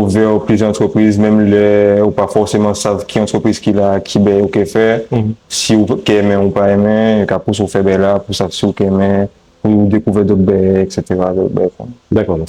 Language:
Guadeloupean Creole French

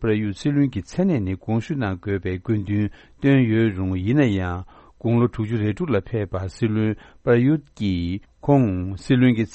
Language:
Tibetan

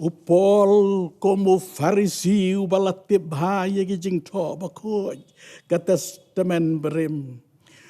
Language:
Khasi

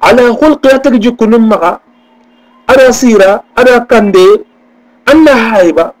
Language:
Soninke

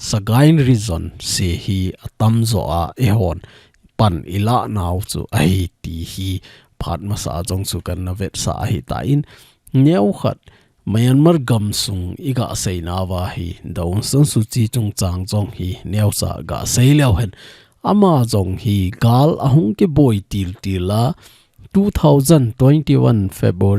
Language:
Thado Chin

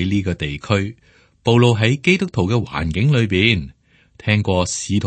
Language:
Cantonese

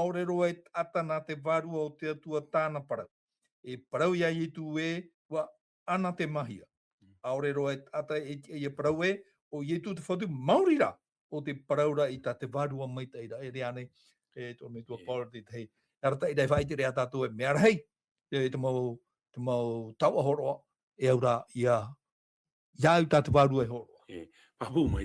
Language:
Tahitian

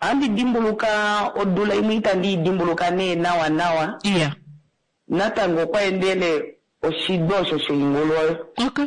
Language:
Kuanyama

